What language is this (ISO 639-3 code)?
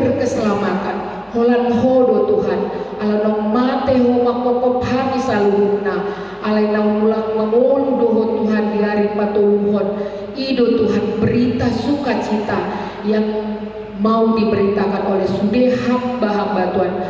bbc